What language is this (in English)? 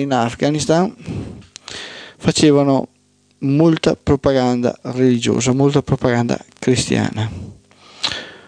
Italian